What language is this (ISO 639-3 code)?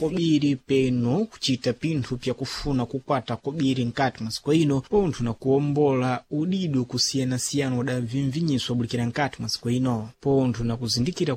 seh